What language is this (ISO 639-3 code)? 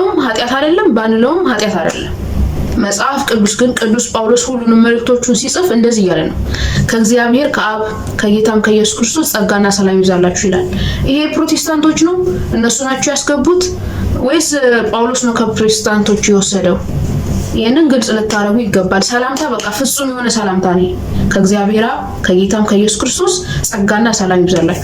amh